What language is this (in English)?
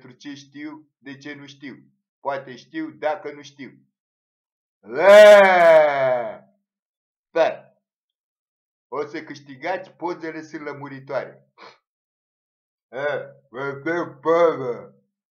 Romanian